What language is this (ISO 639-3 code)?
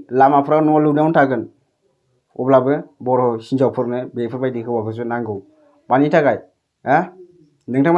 brx